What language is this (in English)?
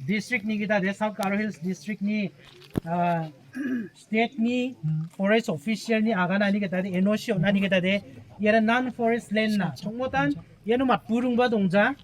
Garo